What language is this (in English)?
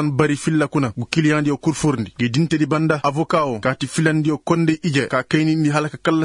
Koyraboro Senni